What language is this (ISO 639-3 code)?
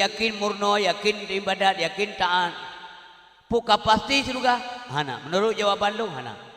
ace